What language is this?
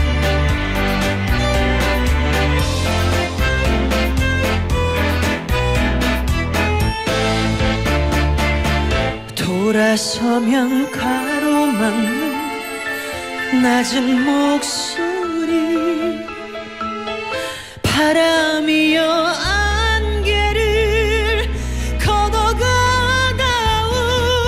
Korean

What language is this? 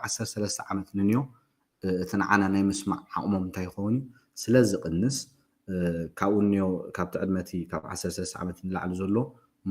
Tigrinya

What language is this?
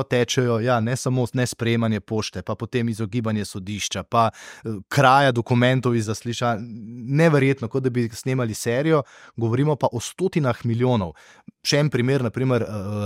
Slovenian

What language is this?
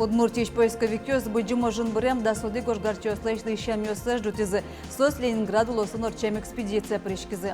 Udmurt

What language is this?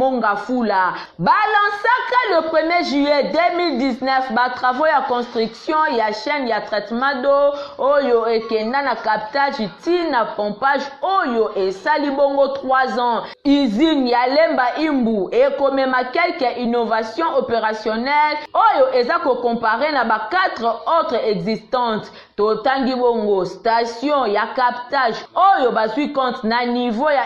Lingala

